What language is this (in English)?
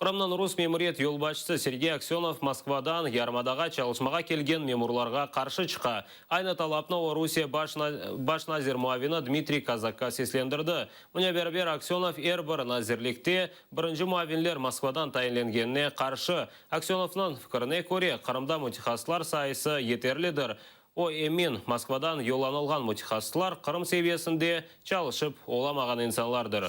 Crimean Tatar